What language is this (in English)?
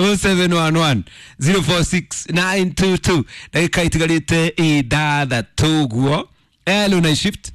Kikuyu